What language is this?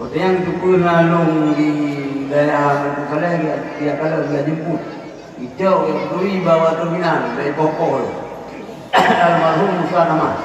Achinese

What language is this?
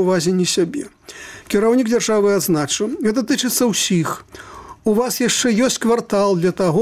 Belarusian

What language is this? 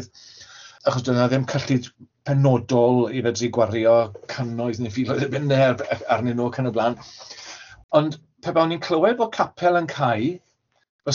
Welsh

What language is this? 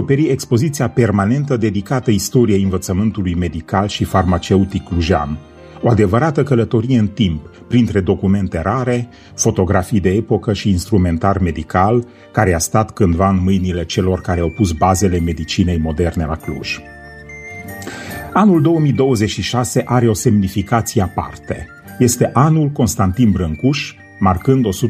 Romanian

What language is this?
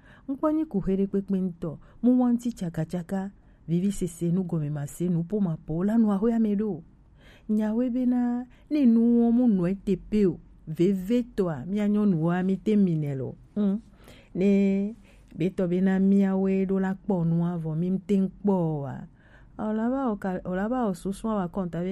Gen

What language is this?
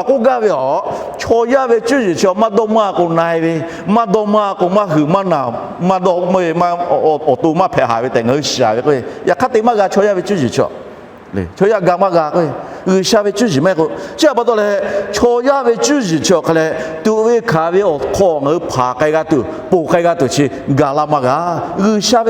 Lahu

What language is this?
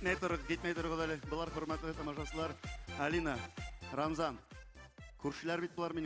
Bashkir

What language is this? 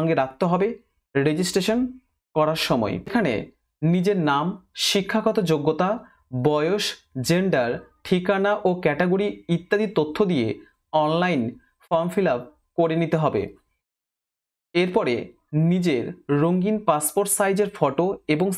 Bangla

